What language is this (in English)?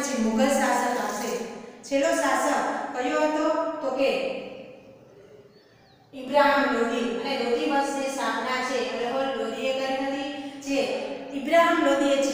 Gujarati